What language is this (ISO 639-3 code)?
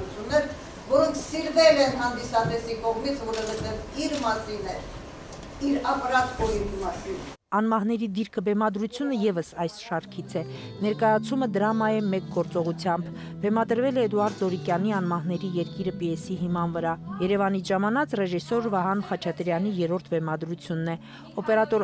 hye